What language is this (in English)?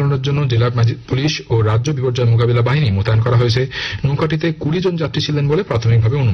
Bangla